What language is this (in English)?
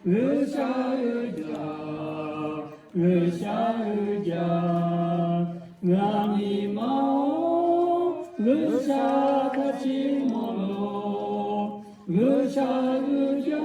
Lahu